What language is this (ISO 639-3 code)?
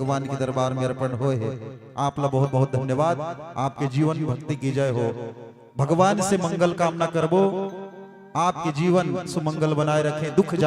hne